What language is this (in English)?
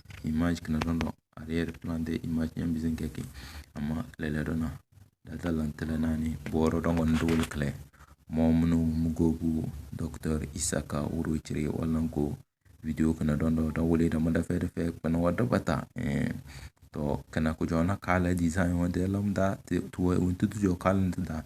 Tem